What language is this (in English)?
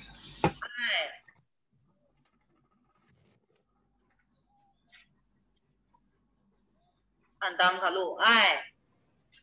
Thai